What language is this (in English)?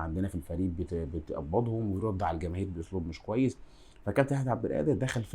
Egyptian Arabic